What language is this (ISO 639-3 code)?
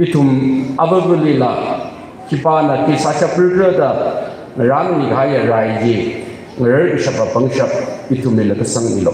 nmf